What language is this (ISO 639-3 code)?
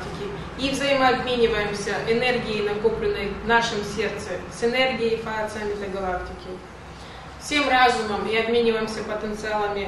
rus